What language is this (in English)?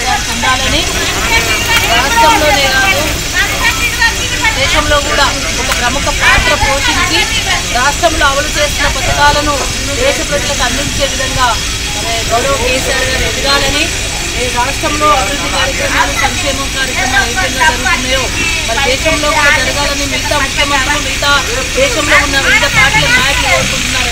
Telugu